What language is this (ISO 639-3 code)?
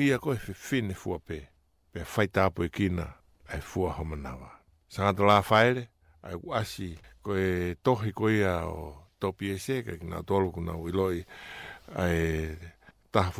ton